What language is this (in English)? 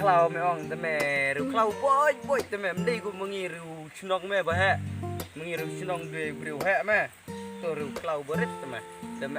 Khasi